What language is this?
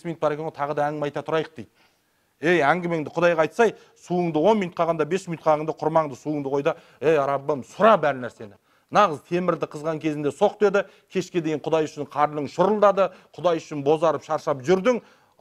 Kazakh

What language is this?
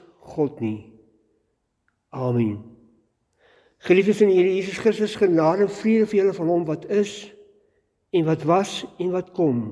Afrikaans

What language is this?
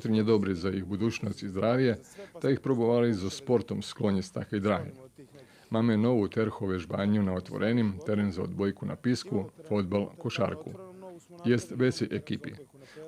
Rusyn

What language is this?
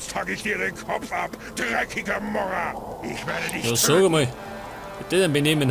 Bavarian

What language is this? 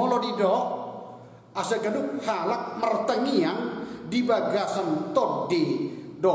Batak Toba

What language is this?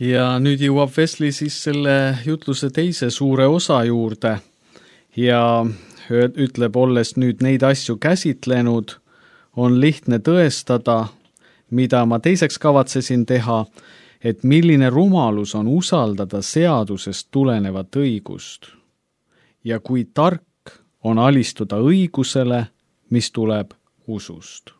Estonian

